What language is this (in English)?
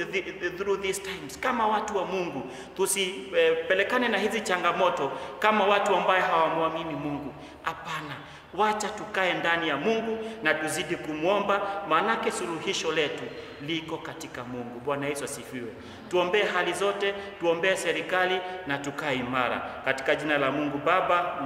Swahili